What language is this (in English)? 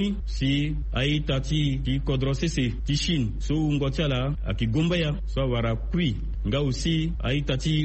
Sango